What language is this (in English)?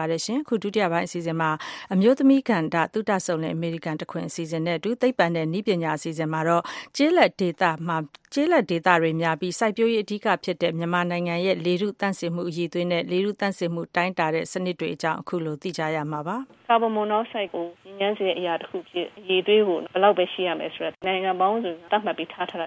Burmese